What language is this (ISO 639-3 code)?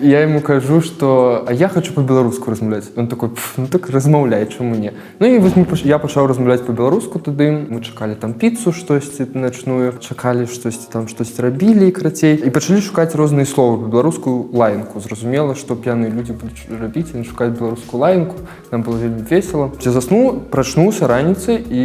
bel